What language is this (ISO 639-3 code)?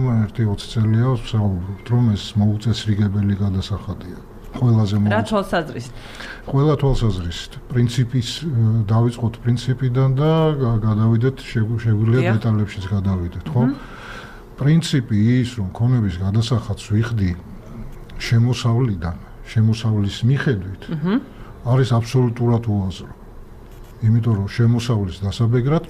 kat